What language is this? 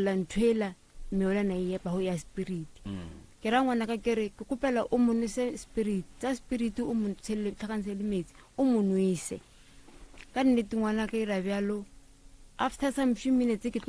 Northern Sotho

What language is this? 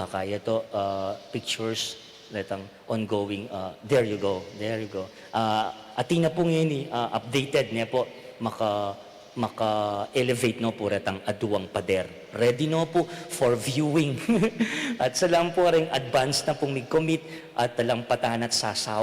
Pampanga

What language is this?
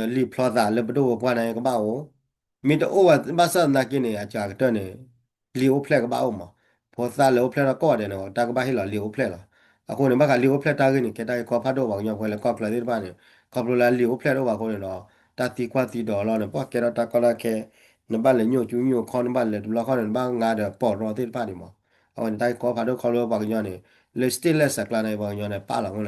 S'gaw Karen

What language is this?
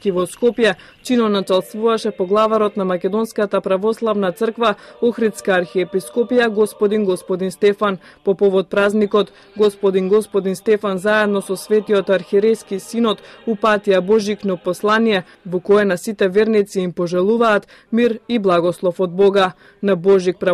Macedonian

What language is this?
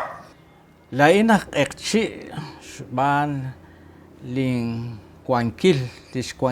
Kekchí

